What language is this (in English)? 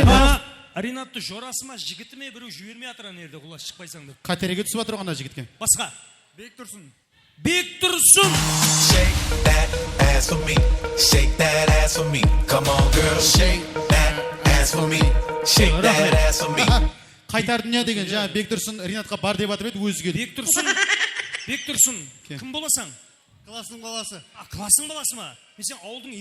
Kara-Kalpak